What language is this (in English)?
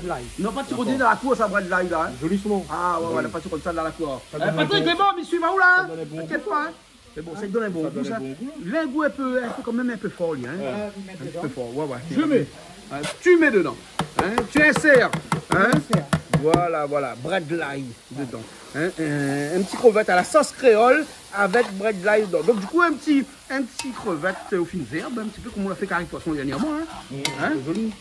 Réunion Creole French